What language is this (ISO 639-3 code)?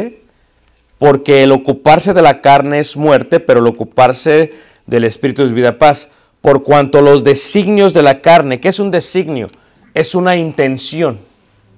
spa